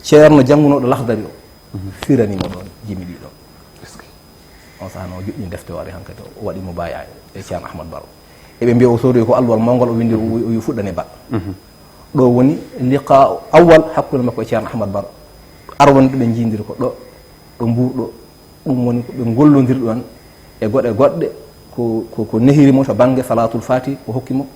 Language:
Fula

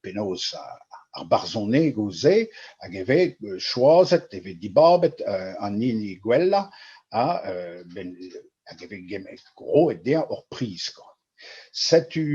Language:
Breton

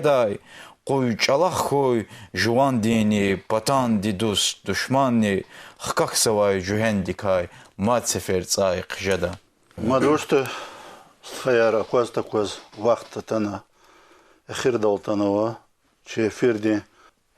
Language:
Lezghian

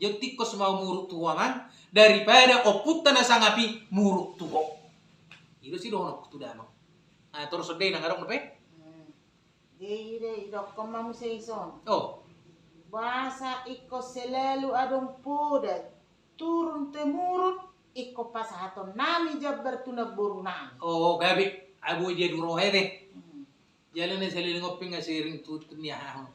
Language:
Batak Toba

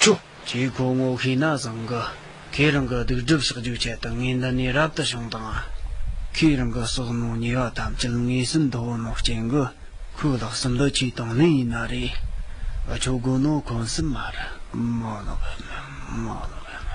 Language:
Tibetan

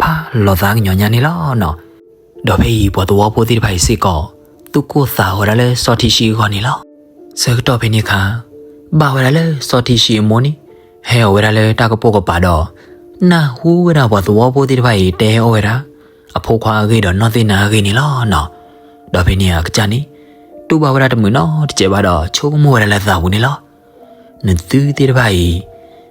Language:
S'gaw Karen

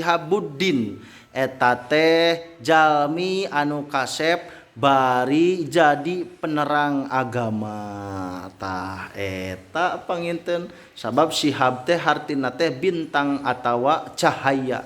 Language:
Sundanese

